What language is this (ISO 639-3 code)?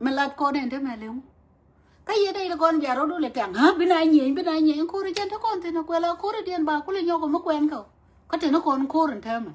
nus